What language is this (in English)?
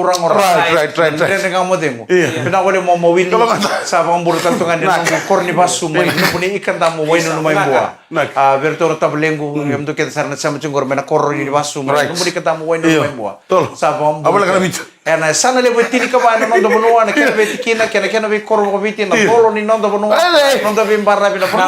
Fijian